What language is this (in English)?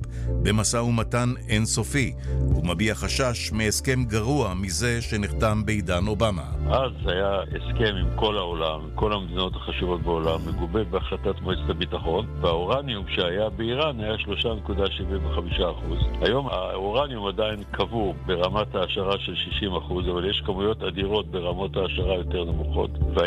Hebrew